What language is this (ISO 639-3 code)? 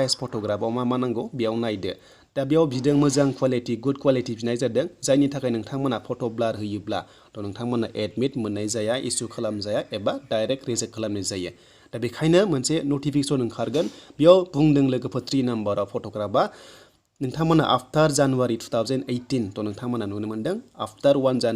brx